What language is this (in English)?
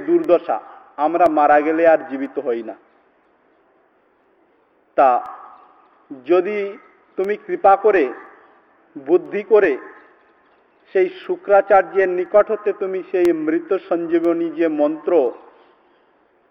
Bangla